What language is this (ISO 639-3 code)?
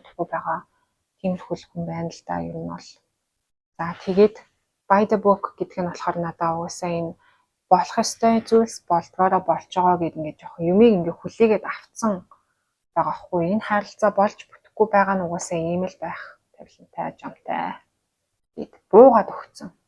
mon